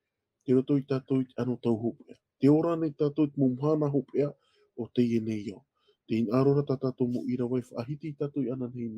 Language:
Tahitian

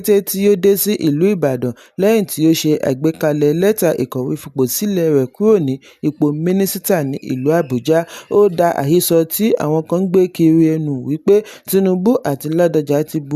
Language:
Yoruba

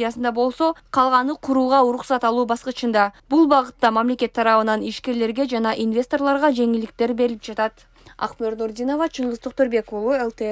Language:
Kyrgyz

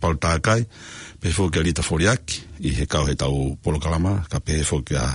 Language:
Tongan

